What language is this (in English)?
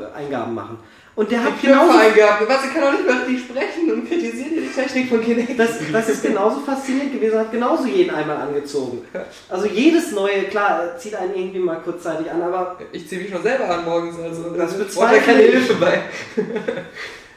German